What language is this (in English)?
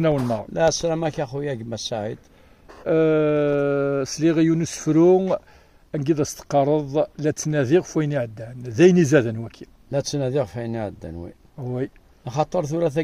Kabyle